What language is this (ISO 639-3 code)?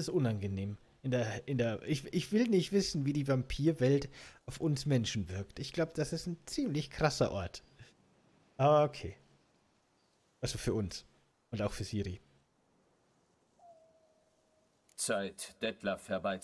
deu